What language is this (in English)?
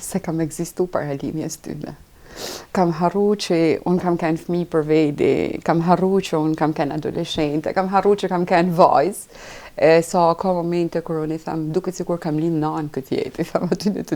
Albanian